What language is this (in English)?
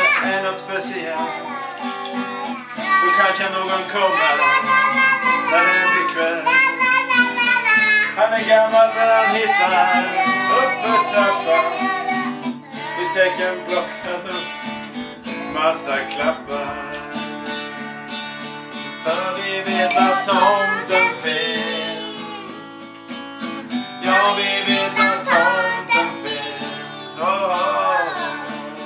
Swedish